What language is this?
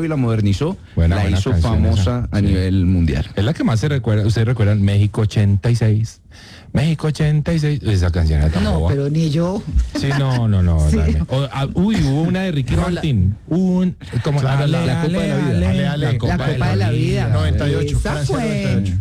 Spanish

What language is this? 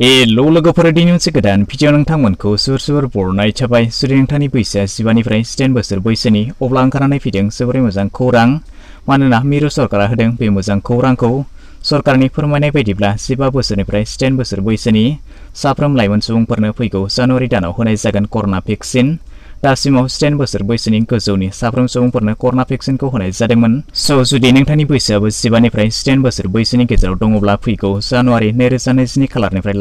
Bodo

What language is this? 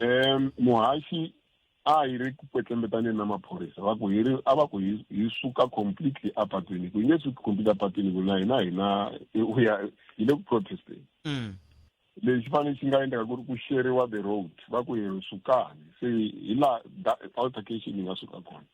Tsonga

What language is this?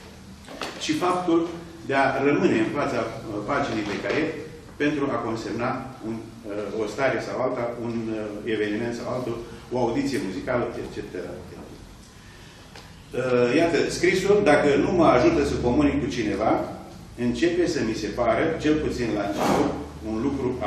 Romanian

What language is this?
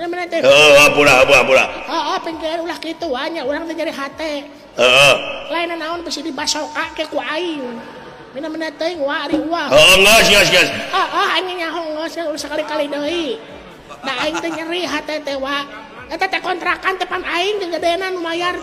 Sundanese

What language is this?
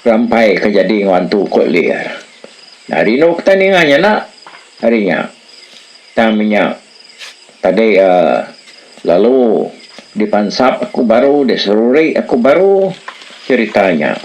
Iban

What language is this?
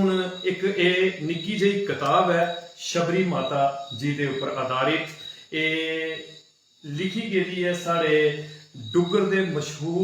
Dogri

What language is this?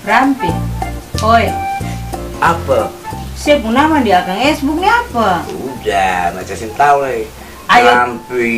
Ambonese Malay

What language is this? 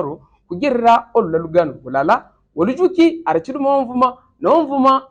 Havu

